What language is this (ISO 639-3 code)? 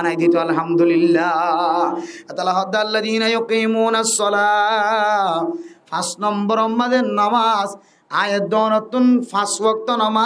rhg